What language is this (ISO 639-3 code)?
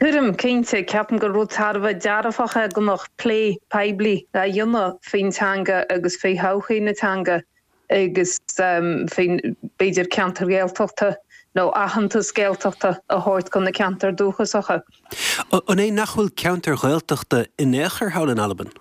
gle